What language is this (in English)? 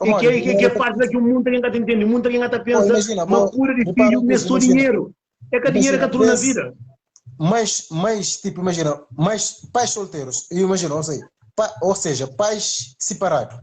Kabuverdianu